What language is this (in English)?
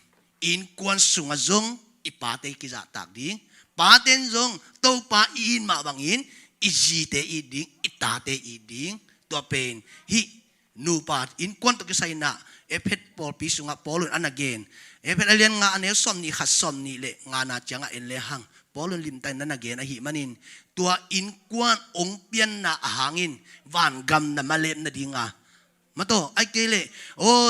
Tedim Chin